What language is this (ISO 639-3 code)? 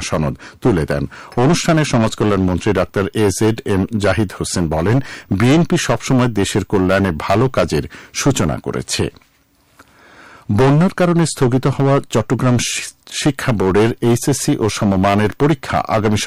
ben